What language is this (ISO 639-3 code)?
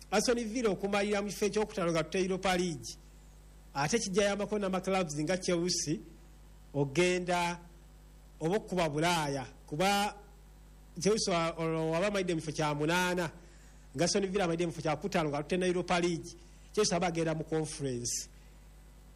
lug